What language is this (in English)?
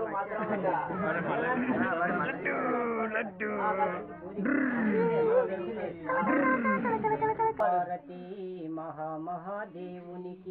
Telugu